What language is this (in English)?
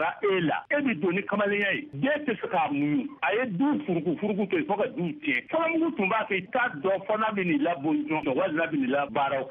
Bambara